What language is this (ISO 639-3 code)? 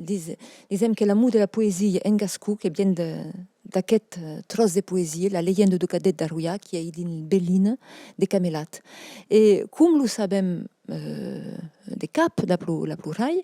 oci